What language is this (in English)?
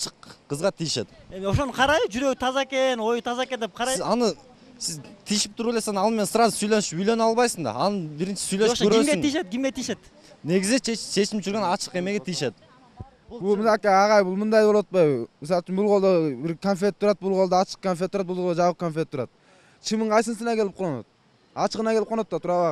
Kyrgyz